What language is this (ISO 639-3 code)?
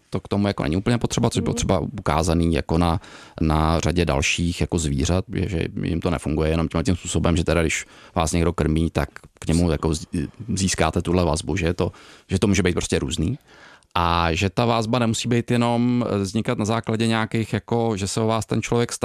ces